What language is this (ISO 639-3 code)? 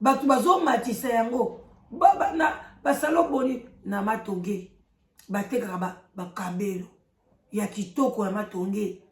lin